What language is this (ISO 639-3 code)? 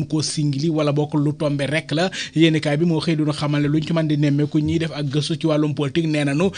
wol